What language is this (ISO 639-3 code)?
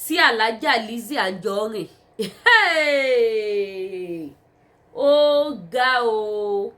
yor